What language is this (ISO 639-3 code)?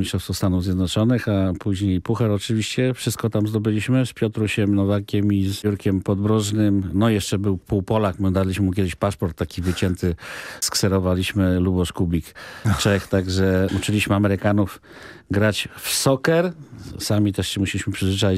pol